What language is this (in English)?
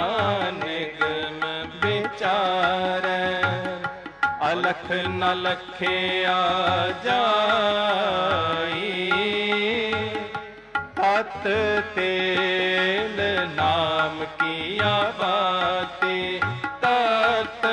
Hindi